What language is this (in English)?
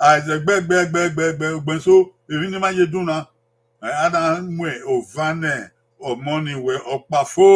Bini